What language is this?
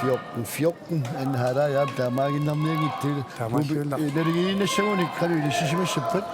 Kalaallisut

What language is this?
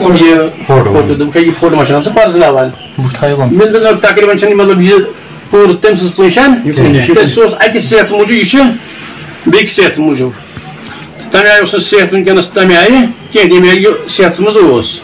Kashmiri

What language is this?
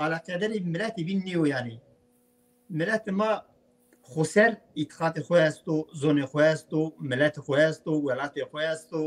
Zaza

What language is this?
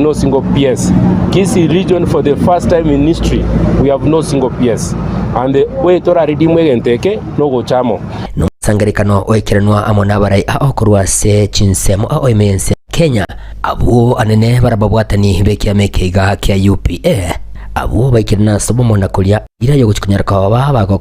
Gusii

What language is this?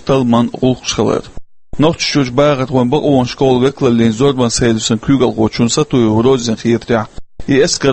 Chechen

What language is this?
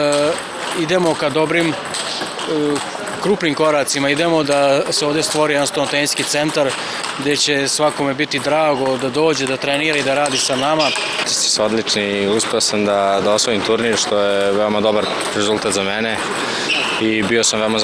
Serbian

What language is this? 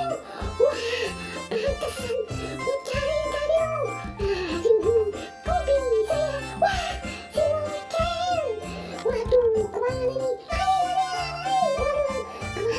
Betawi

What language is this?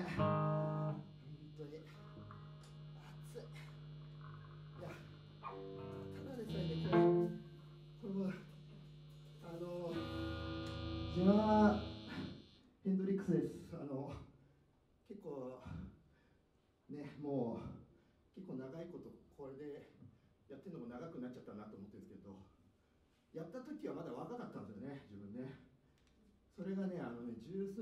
Japanese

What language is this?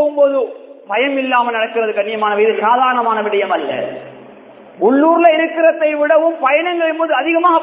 Tamil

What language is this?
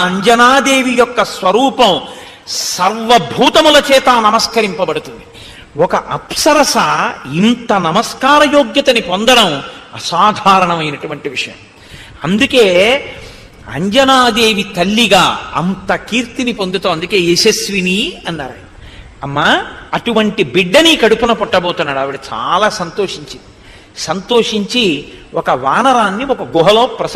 Telugu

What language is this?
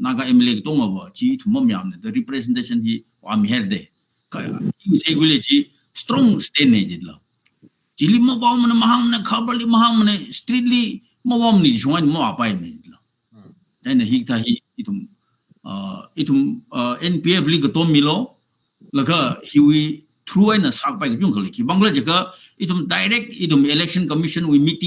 Tangkhul Naga (India)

